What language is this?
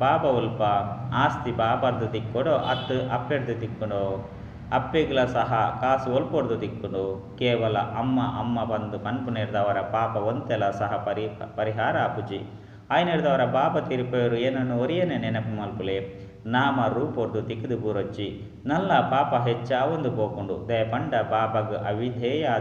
Tulu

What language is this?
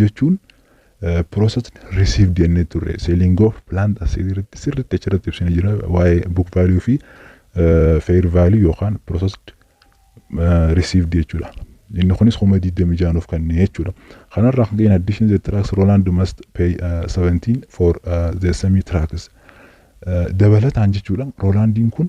Oromo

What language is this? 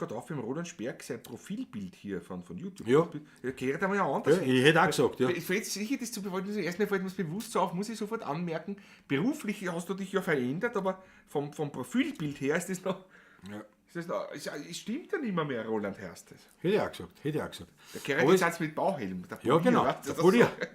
Bavarian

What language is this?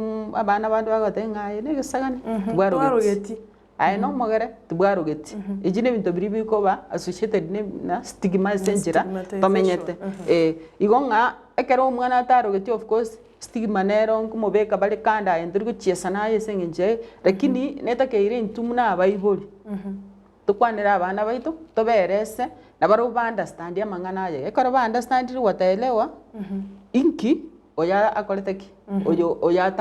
Gusii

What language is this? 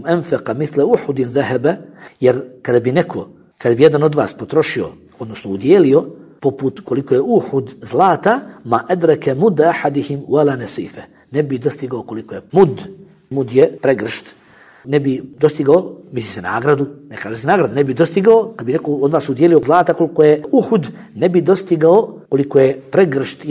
Bosnian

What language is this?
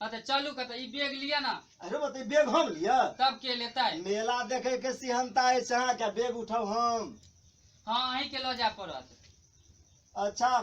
Maithili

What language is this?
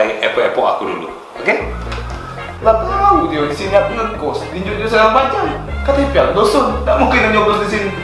Musi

